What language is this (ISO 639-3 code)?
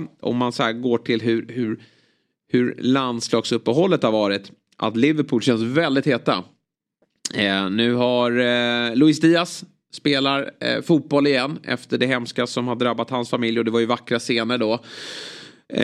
swe